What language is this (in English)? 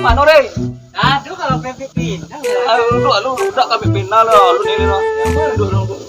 Minangkabau